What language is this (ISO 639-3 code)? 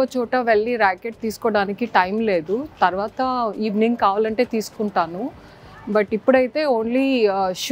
tel